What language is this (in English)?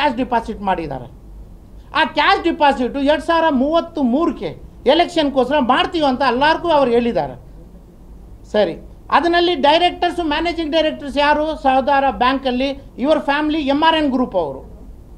Kannada